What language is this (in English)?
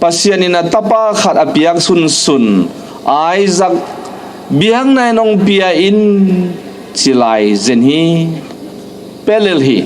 Tedim Chin